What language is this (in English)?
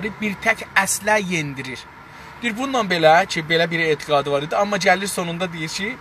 South Azerbaijani